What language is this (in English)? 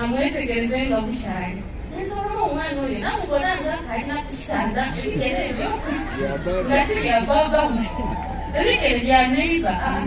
Ganda